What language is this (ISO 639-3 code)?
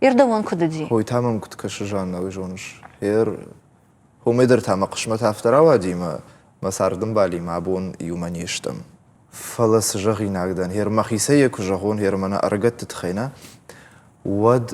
oss